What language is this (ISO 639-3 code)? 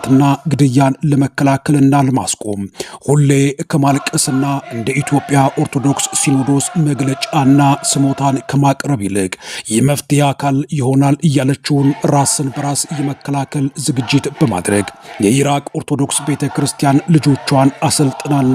amh